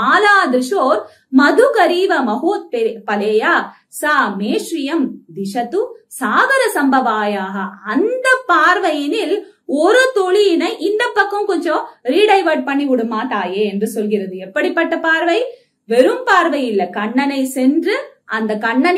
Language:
Tamil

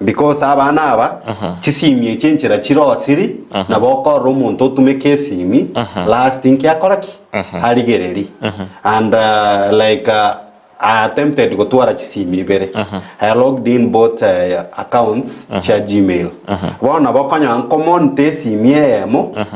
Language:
Gusii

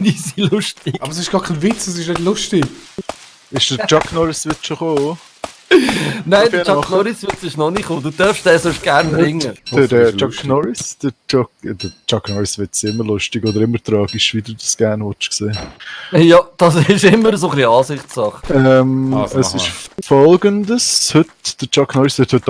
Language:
Swiss German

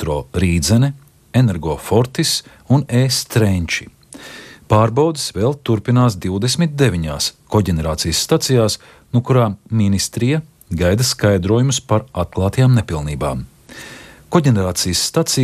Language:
Latvian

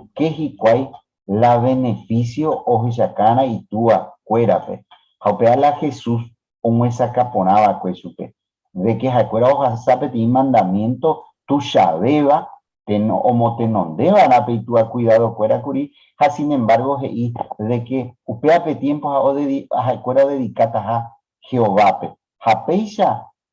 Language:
Guarani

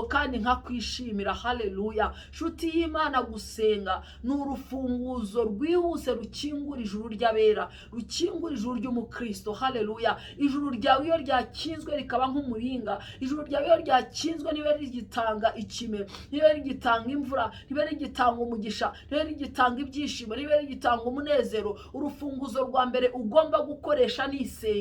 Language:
Kinyarwanda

